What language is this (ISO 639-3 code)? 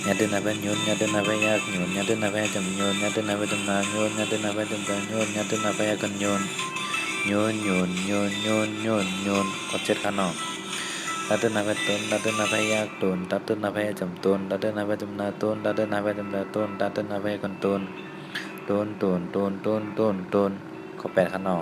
shn